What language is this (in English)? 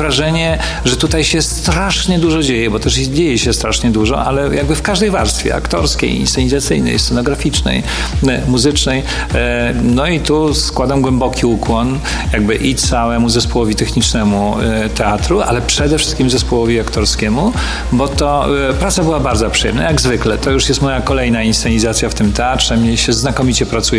Polish